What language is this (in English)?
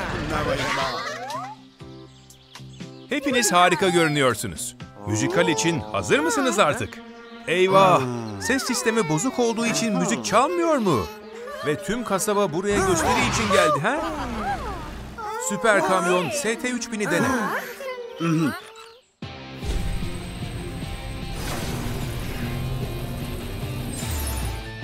Turkish